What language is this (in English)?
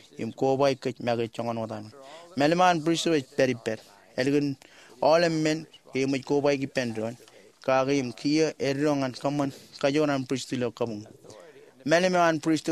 Marshallese